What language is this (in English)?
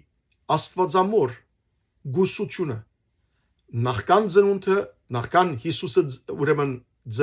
Western Armenian